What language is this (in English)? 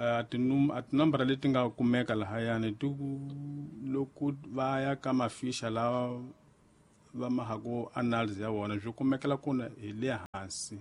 Tsonga